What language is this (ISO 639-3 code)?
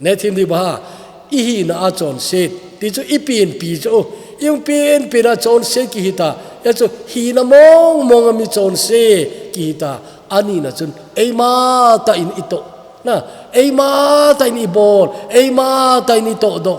tcz